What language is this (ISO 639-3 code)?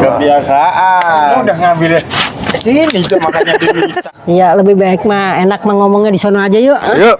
bew